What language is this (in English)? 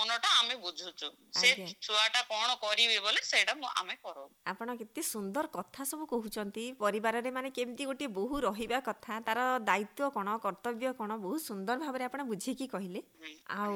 Odia